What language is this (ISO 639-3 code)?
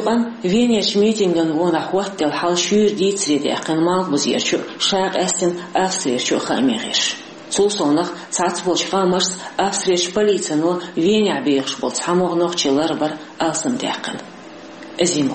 che